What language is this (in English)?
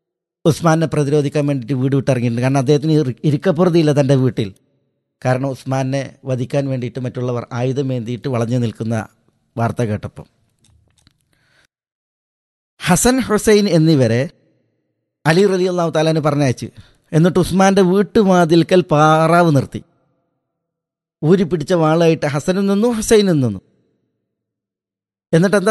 Malayalam